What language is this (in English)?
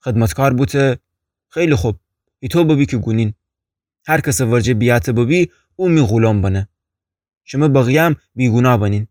Gilaki